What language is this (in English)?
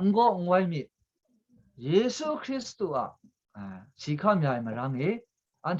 Kachin